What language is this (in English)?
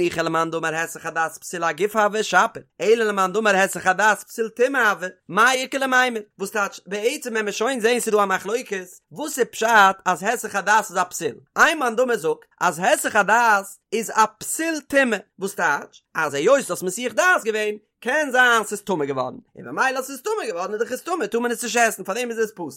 Yiddish